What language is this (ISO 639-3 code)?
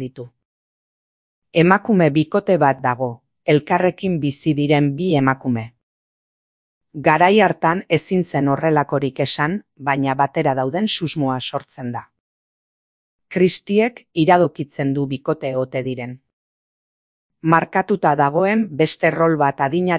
eus